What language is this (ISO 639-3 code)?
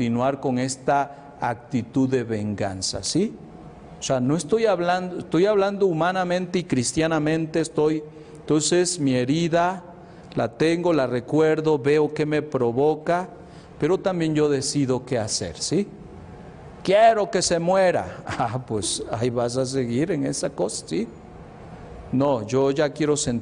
spa